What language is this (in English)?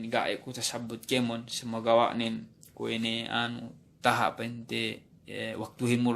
Yakan